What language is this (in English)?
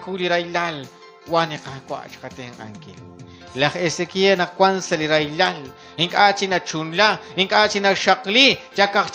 Kekchí